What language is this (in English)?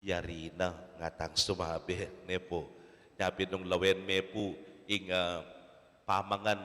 Pampanga